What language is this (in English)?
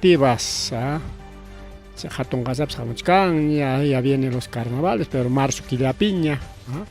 Ayacucho Quechua